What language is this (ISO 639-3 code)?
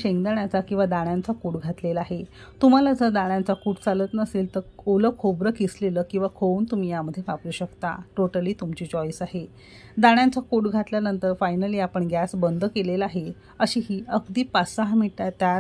mar